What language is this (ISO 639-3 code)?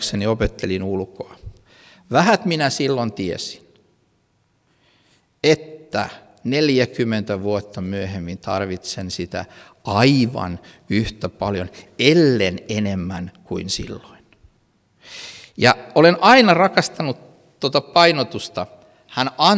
fin